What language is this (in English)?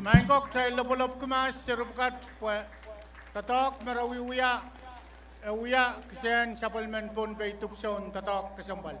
Pohnpeian